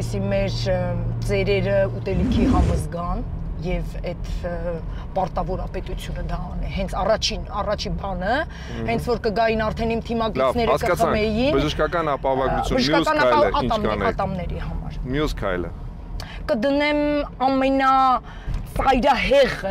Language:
Armenian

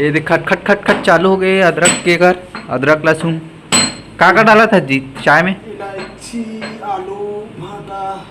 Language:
Chhattisgarhi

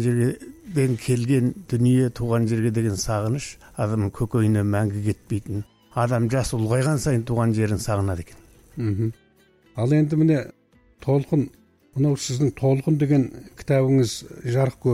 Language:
Kazakh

